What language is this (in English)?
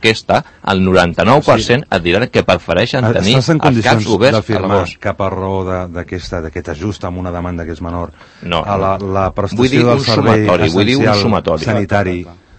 Catalan